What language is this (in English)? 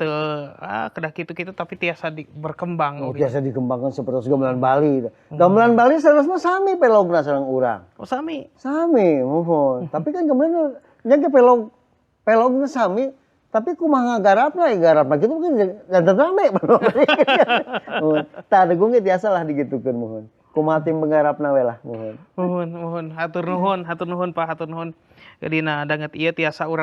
Sundanese